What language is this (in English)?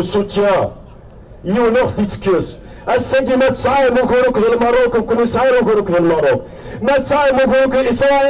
Kabyle